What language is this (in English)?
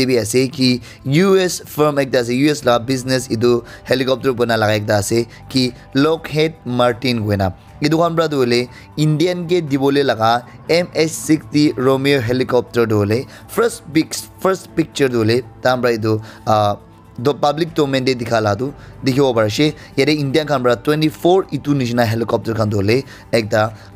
Naga Pidgin